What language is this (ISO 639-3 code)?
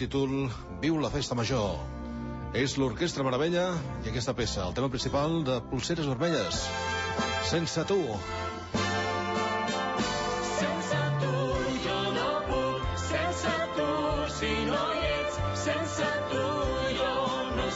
cat